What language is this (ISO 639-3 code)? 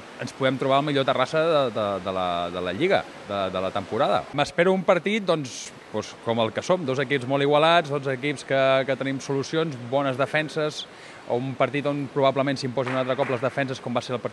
cat